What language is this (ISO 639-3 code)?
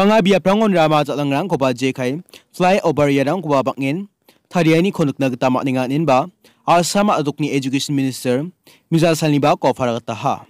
grt